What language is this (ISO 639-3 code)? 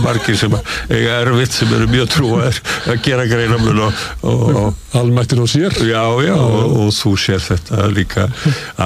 isl